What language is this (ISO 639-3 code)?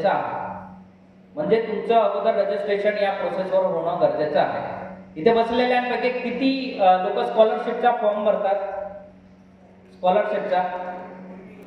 mar